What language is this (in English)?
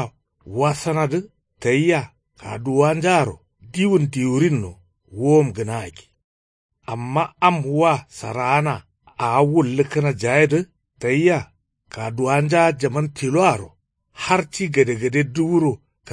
Kanuri